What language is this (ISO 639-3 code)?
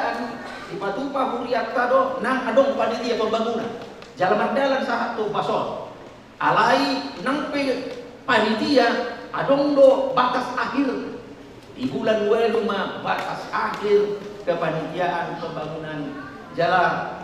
bbc